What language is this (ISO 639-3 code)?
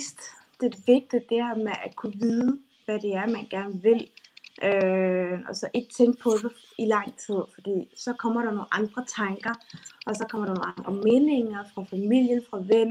dan